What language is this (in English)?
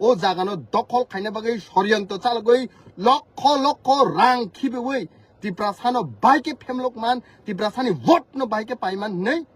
Kok Borok